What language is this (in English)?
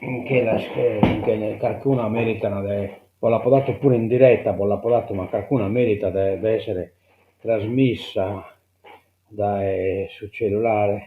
Sardinian